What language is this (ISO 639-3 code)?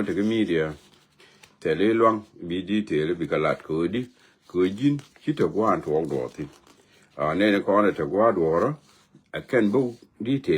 nus